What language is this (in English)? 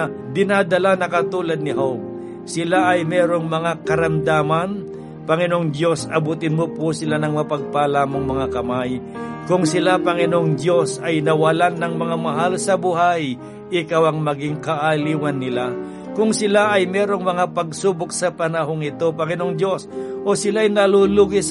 Filipino